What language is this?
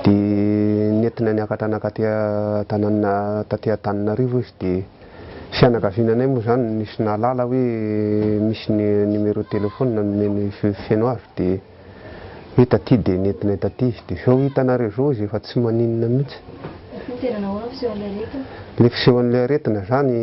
Malagasy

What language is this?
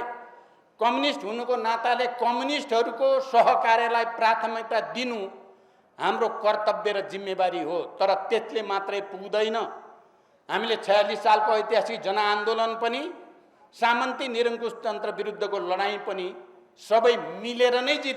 Nepali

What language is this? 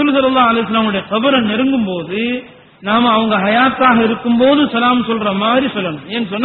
Tamil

